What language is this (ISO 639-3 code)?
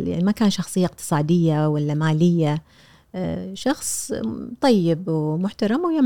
afb